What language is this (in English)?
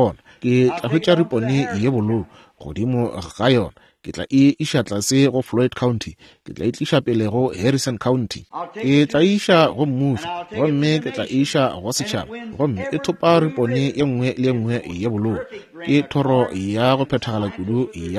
Northern Sotho